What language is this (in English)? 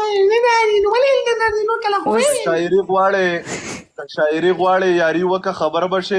Pashto